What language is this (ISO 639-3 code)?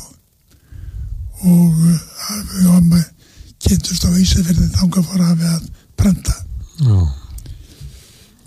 isl